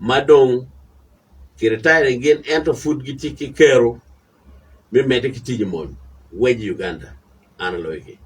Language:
Acoli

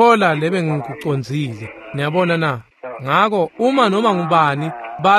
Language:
Swati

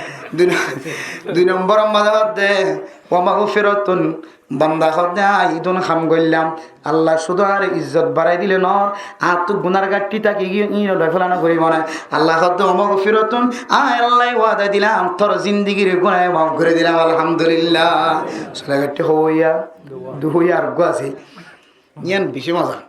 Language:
Rohingya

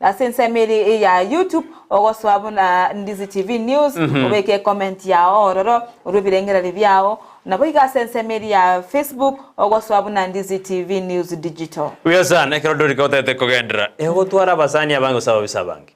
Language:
Gusii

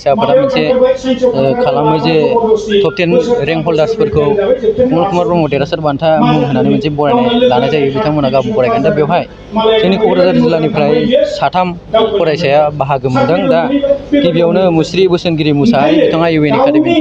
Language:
Bodo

